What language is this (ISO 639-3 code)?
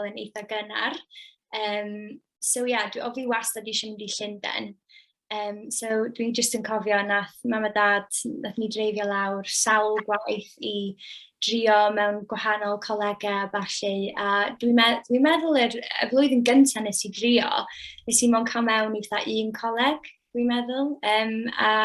cym